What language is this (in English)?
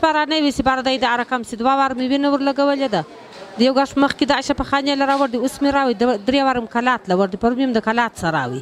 Pashto